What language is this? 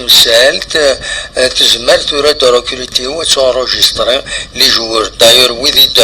Kabyle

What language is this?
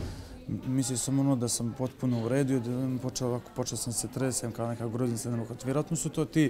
Serbian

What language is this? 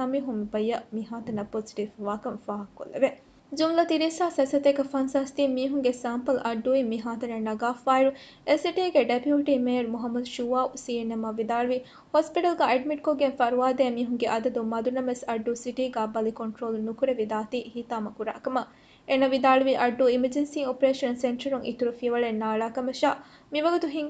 Divehi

